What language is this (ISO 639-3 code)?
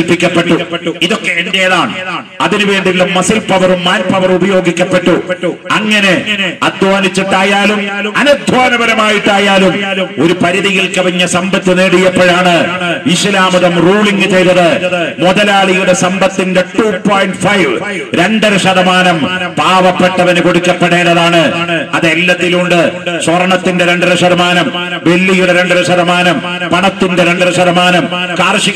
mal